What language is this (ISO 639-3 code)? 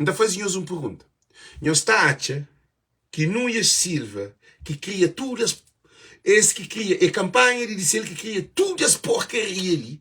kea